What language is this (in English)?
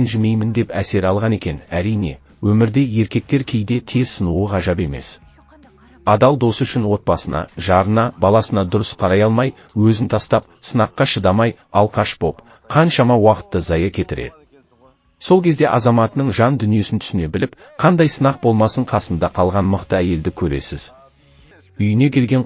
Kazakh